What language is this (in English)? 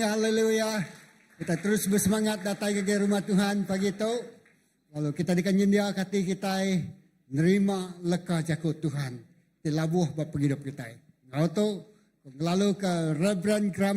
Iban